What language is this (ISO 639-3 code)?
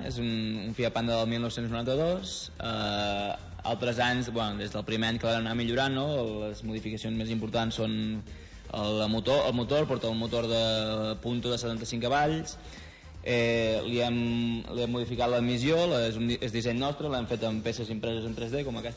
cat